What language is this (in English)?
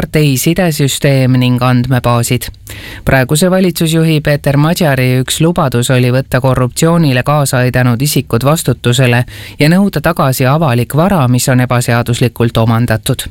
Estonian